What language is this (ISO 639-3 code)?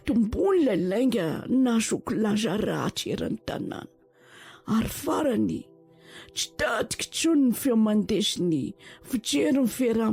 mlg